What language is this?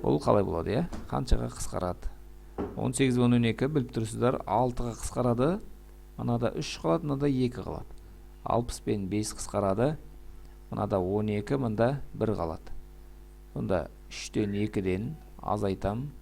Kazakh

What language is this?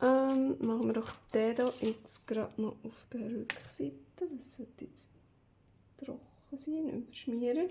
Swiss German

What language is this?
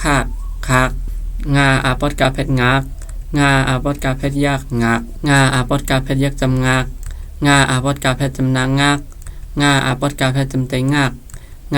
Shan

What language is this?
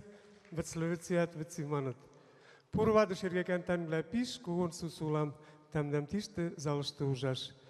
Western Mari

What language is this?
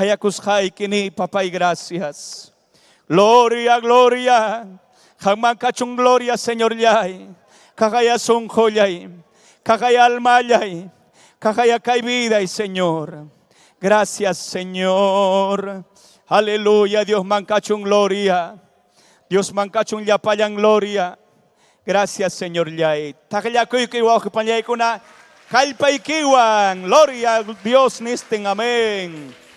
Ayacucho Quechua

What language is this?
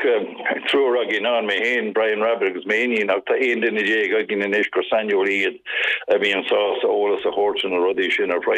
Irish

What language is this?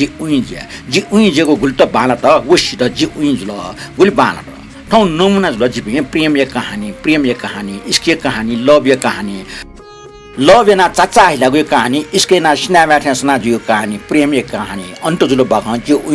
Newari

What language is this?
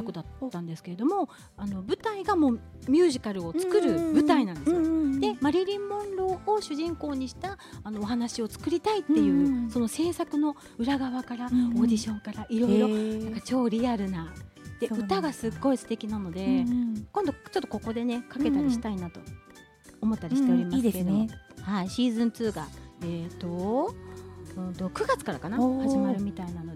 Japanese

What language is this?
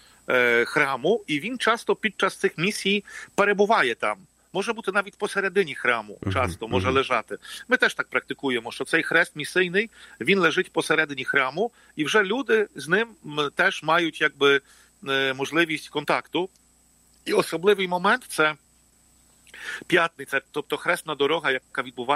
Ukrainian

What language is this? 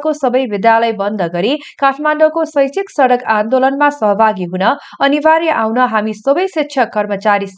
Nepali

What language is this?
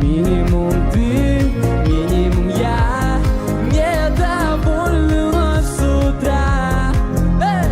Gagauz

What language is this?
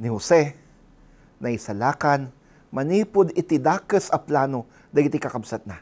Iloko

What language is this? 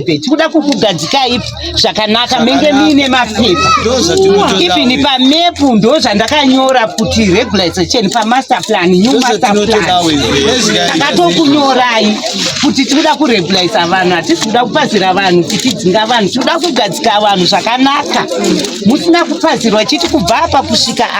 Shona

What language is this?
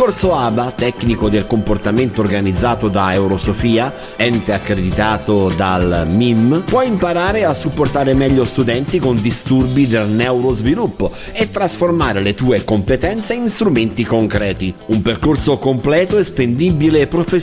Italian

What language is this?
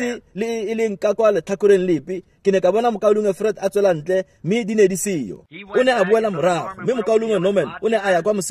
Tswana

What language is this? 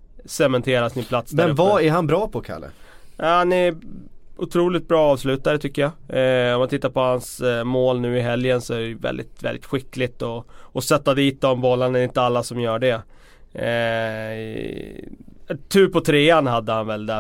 Swedish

